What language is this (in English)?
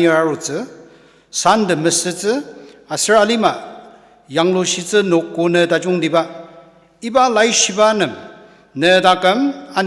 Ao Naga